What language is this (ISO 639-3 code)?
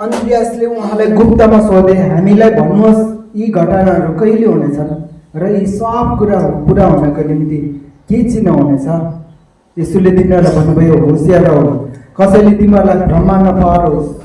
nep